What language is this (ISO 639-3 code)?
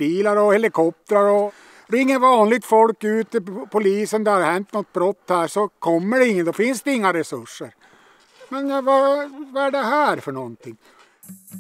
swe